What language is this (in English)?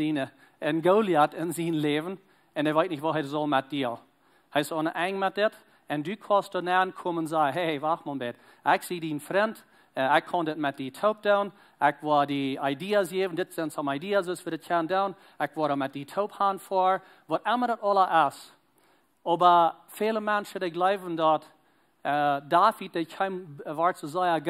Plautdietsch